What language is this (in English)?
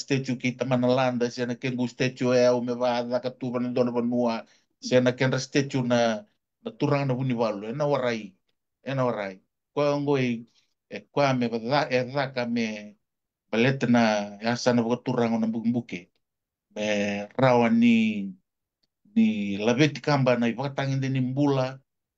Fijian